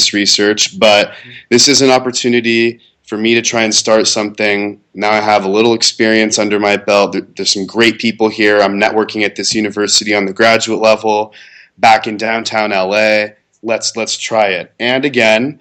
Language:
English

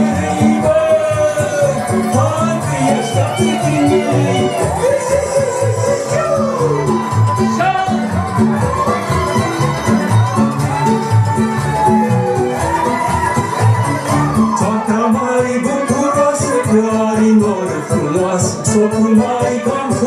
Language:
Romanian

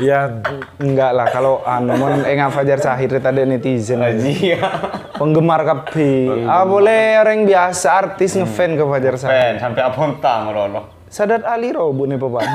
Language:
Madurese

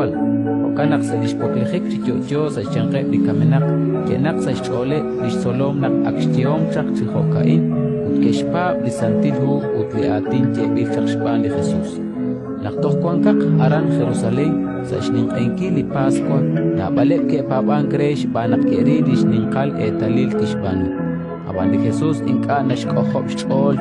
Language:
Kekchí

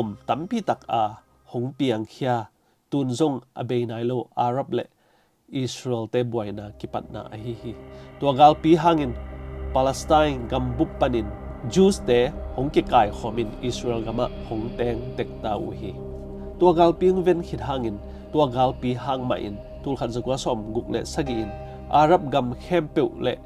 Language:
Tedim Chin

